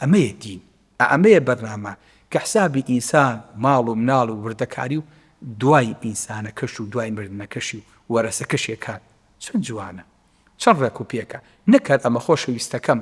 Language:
Central Kurdish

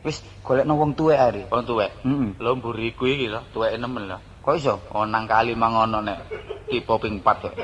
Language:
Javanese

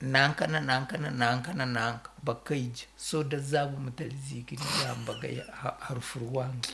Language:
Nyoro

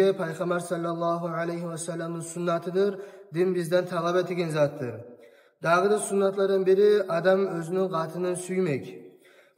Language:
Kumyk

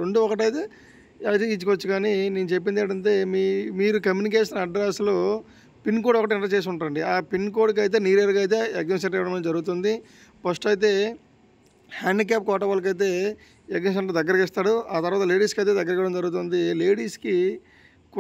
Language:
Telugu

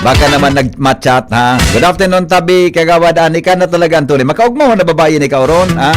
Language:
Bikol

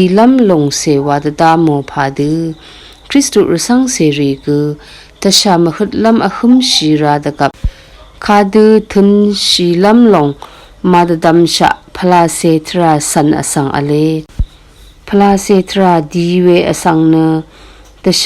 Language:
Rawang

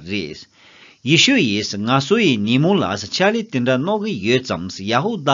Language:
Tibetan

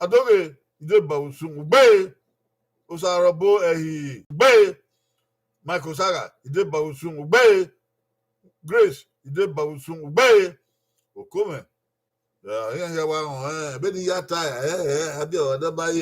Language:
Bini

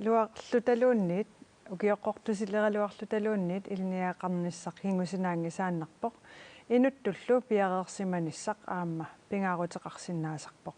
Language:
Kalaallisut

